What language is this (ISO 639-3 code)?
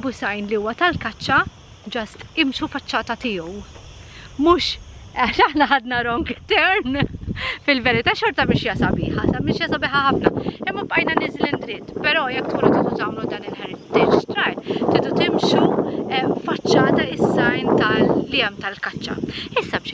mlt